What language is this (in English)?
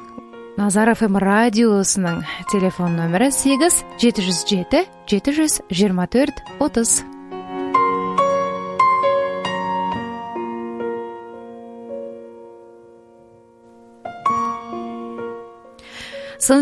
Kazakh